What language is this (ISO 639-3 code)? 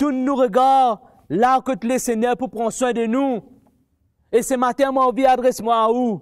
mfe